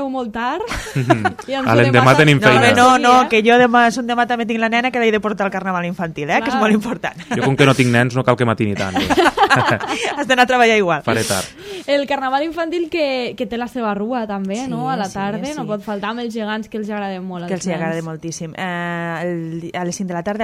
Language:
Catalan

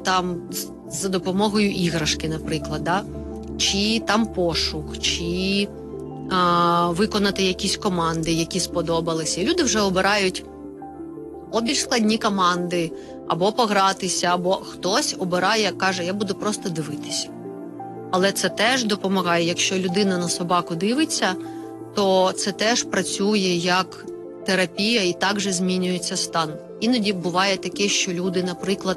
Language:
Ukrainian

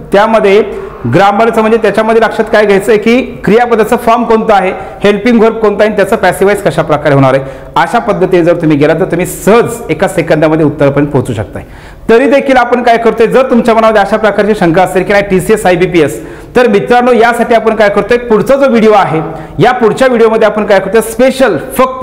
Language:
Marathi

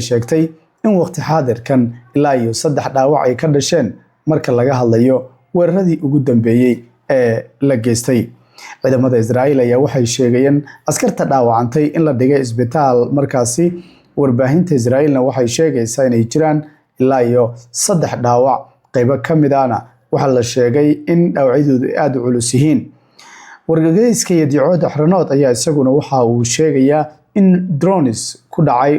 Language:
Somali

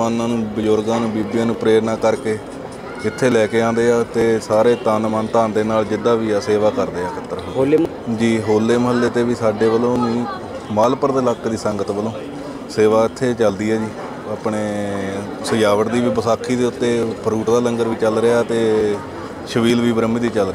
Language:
Punjabi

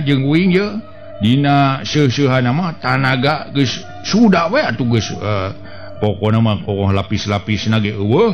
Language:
Sundanese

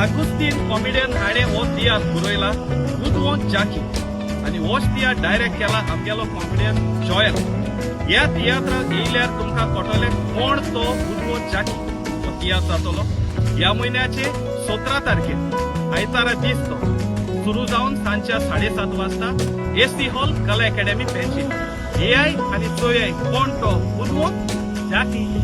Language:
Konkani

